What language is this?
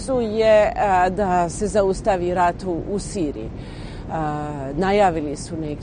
Bosnian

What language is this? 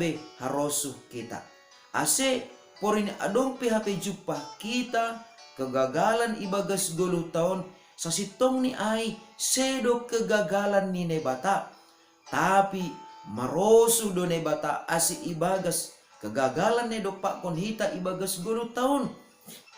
Batak Simalungun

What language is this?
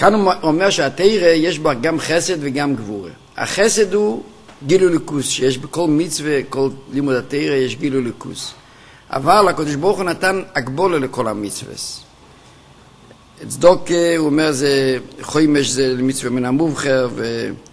Hebrew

